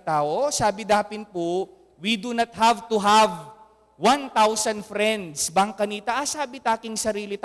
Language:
Pampanga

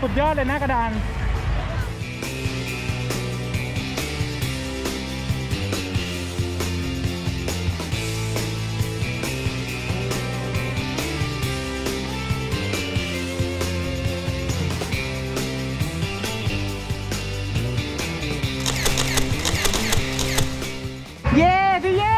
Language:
Thai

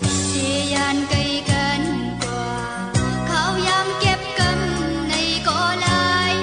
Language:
Shan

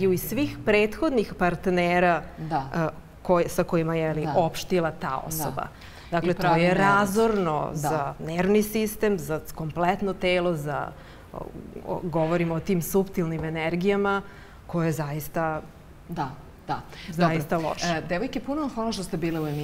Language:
Serbian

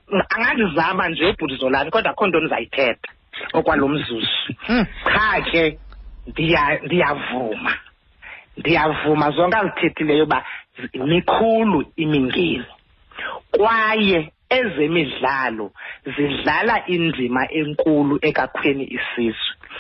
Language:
Xhosa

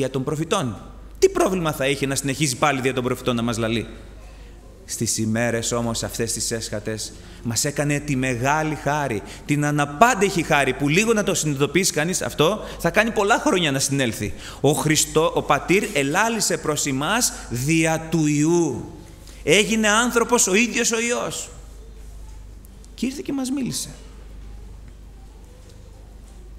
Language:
Greek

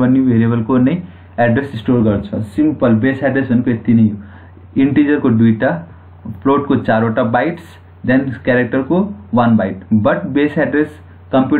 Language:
Nepali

